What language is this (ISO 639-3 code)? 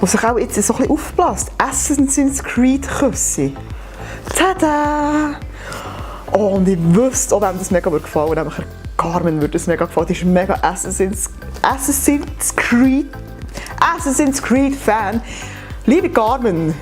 gsw